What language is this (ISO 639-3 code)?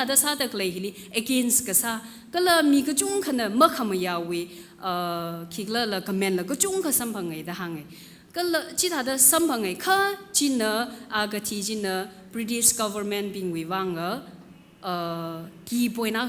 nmf